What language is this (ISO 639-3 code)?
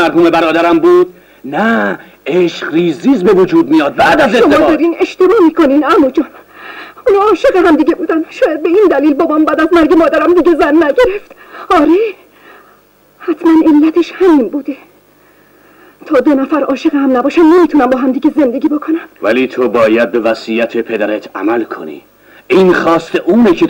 fas